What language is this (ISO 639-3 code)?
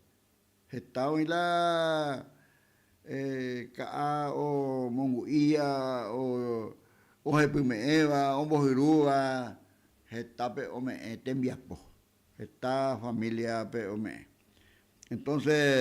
grn